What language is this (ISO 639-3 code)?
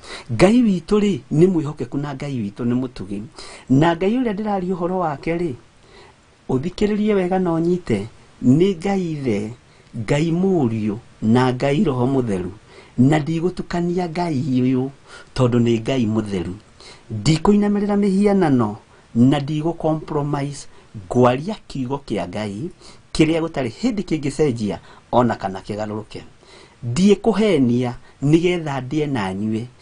kik